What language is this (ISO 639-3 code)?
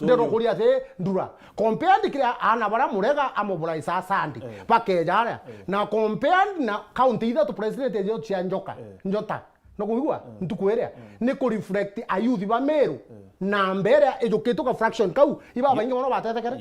mer